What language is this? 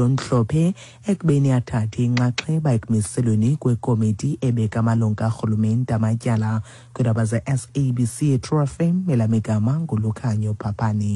Xhosa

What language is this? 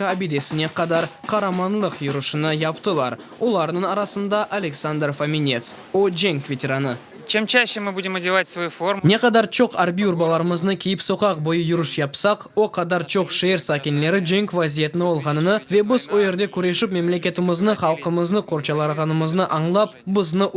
Crimean Tatar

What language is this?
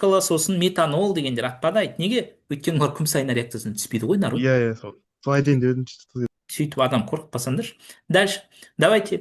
Kazakh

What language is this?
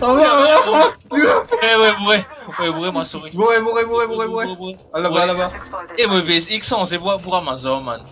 Morisyen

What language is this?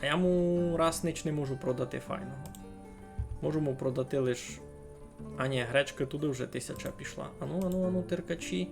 Rusyn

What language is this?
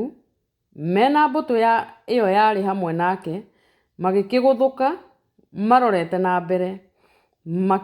Kikuyu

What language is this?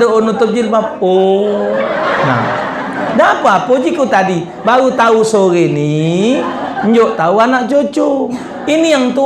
Musi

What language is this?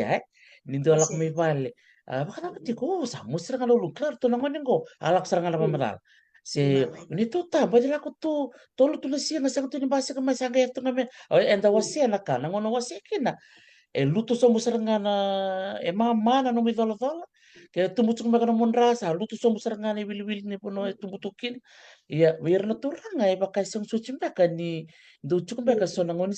Fijian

